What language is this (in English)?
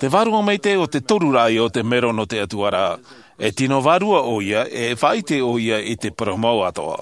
Tahitian